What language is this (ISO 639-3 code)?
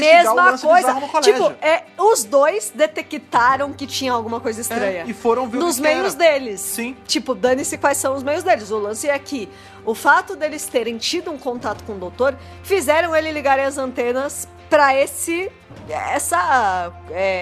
por